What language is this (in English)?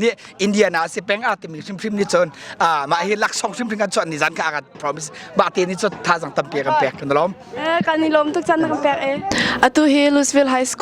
Hakha Chin